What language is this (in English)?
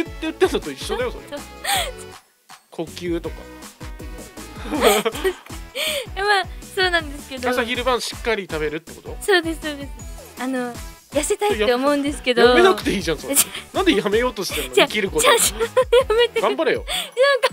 Japanese